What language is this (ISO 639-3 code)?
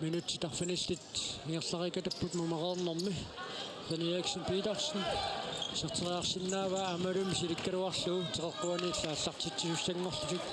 kal